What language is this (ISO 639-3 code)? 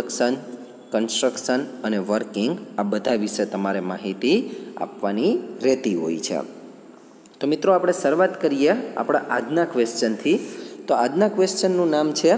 guj